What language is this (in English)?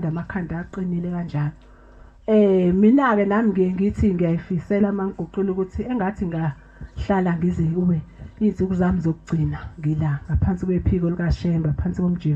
Zulu